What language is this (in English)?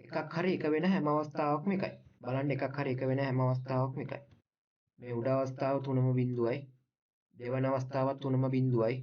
Sinhala